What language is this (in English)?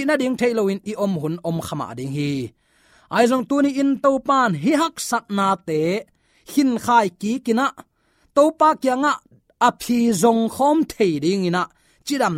Tedim Chin